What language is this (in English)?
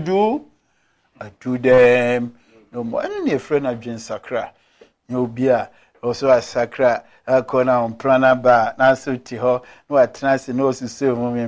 Akan